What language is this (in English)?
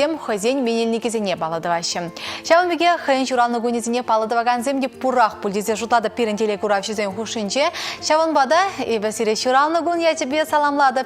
Chuvash